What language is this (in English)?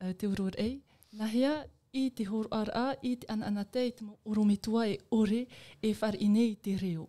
Tahitian